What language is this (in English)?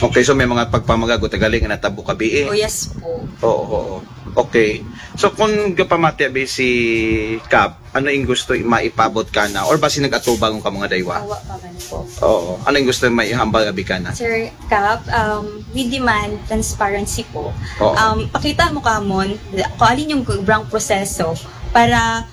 Aklanon